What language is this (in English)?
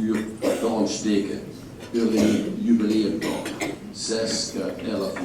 Limburgish